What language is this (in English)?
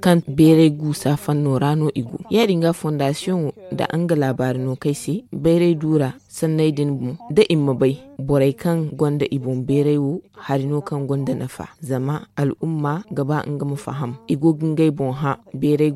Zarma